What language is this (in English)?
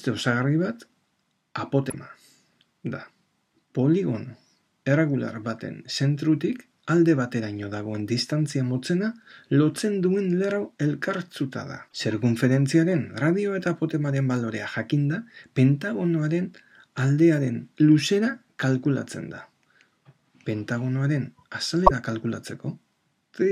Basque